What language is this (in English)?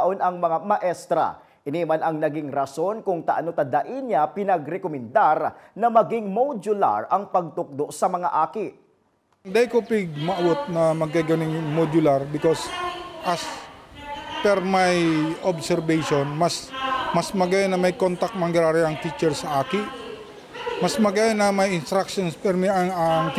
Bikol